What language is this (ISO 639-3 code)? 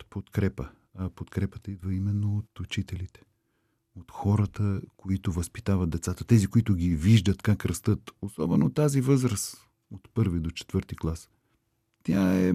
bul